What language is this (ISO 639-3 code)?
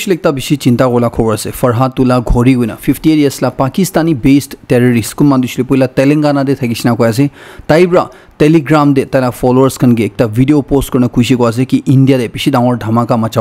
nag